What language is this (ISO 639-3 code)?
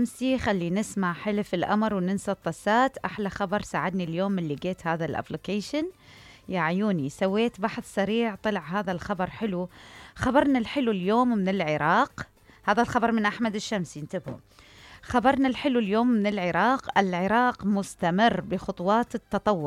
acm